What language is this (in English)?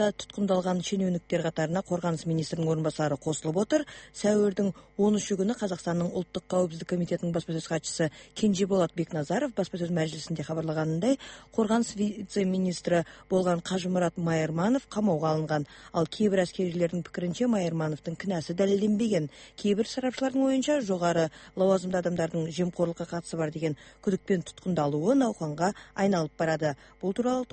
Kazakh